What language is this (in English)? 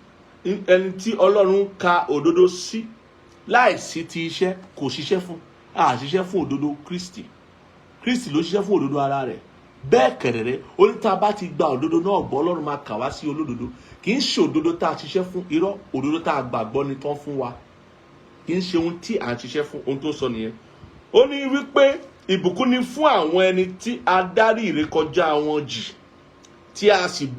Yoruba